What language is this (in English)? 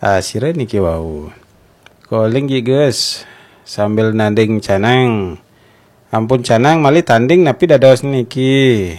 Balinese